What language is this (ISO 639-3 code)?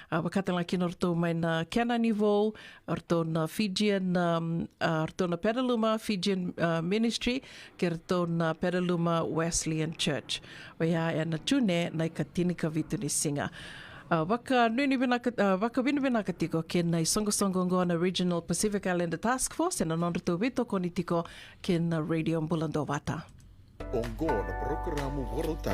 fij